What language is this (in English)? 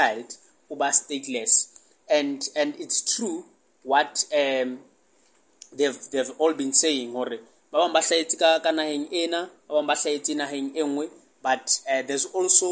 Southern Sotho